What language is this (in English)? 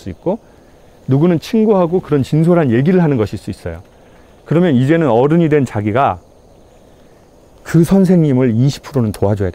Korean